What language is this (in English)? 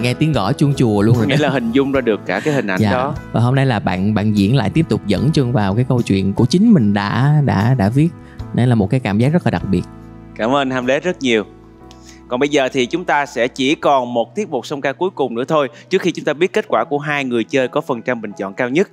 Vietnamese